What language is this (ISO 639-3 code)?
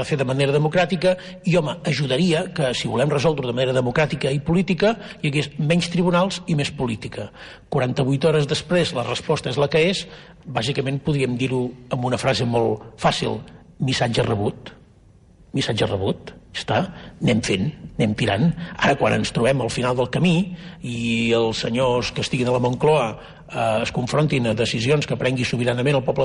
cat